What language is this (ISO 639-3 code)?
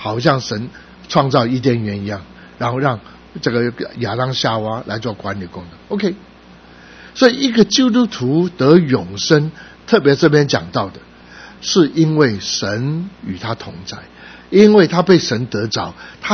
zho